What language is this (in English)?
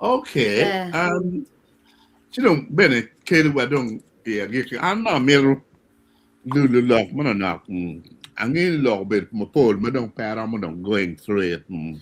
Acoli